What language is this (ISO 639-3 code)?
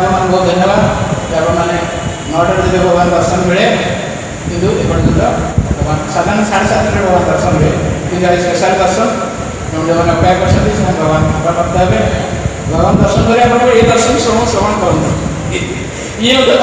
ori